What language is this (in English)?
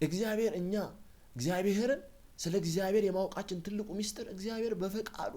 Amharic